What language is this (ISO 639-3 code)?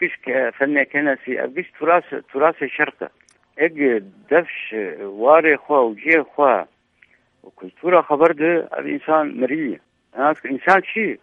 kur